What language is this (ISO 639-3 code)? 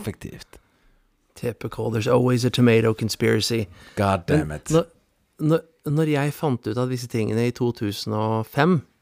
nor